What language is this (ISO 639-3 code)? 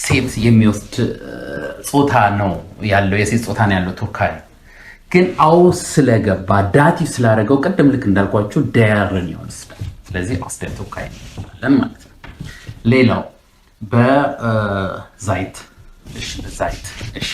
amh